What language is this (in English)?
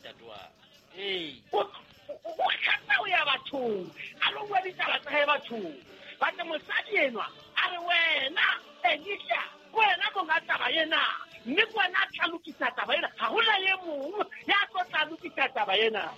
Southern Sotho